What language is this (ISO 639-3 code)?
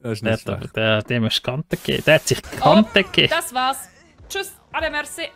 gsw